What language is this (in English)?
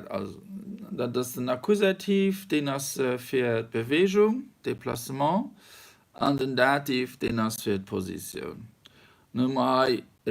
Luxembourgish